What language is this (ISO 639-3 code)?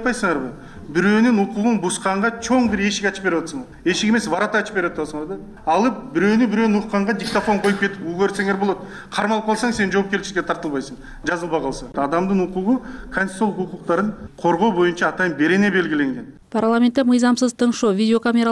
kir